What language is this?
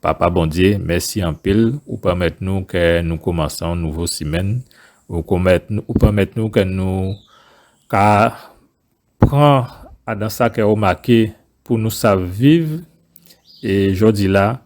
Guadeloupean Creole French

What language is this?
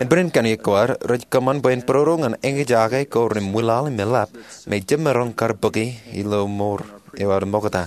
Marshallese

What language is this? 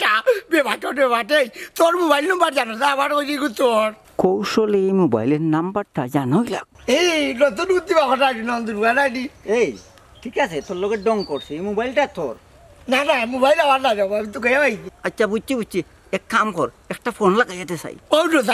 Sylheti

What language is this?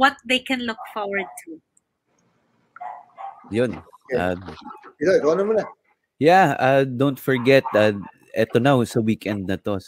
Filipino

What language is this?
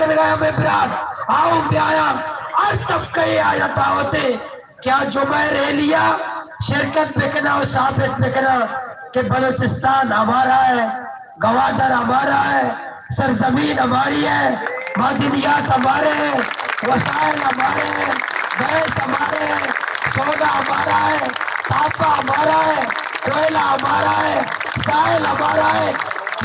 Baluchi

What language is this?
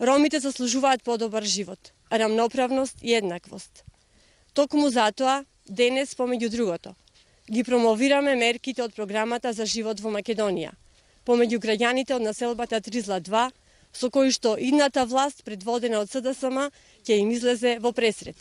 Macedonian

